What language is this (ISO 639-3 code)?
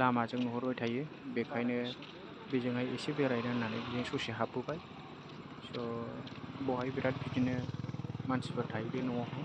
brx